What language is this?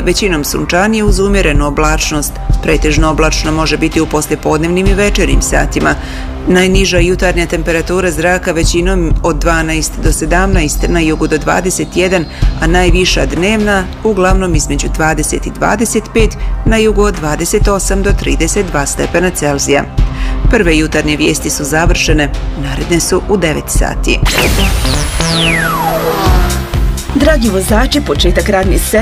Bosnian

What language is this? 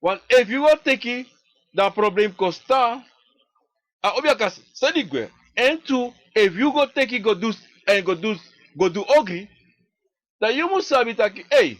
Sranan Tongo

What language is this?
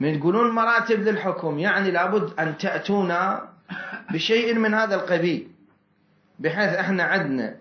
Mesopotamian Arabic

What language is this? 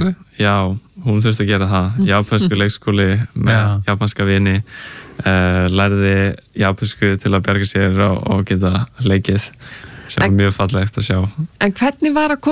Icelandic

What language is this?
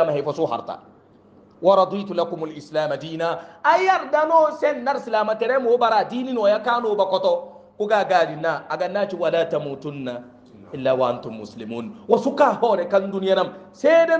Hausa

